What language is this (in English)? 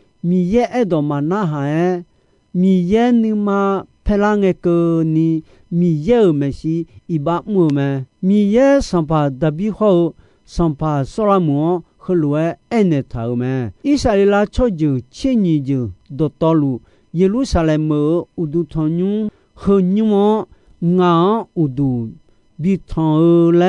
Akha